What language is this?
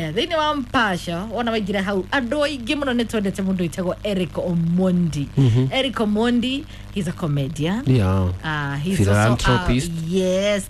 Kikuyu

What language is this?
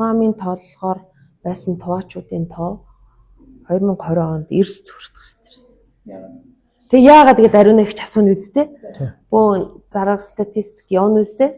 Mongolian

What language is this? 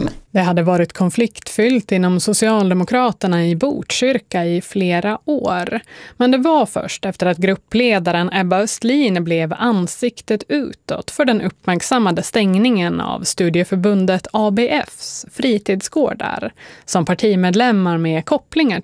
Swedish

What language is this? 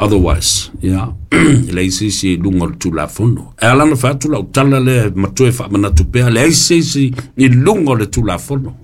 Samoan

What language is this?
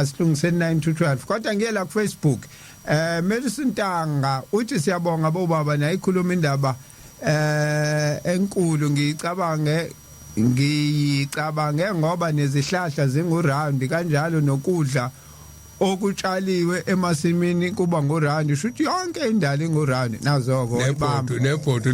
Zulu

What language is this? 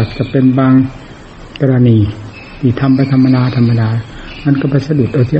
Thai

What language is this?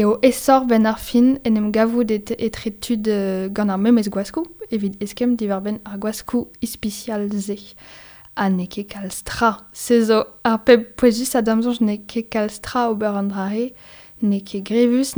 Breton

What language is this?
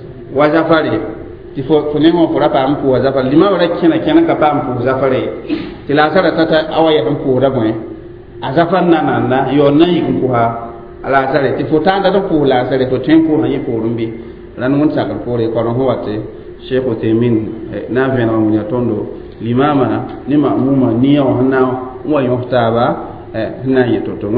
Mossi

